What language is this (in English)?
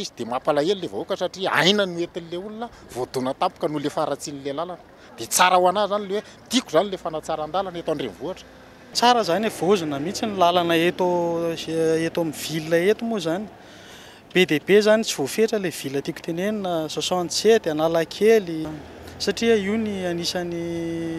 Malagasy